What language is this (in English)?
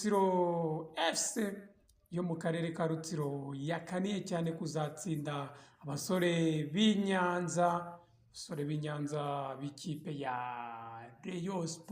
Kinyarwanda